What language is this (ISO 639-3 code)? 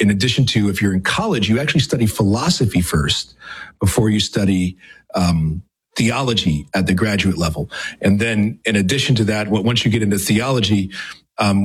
eng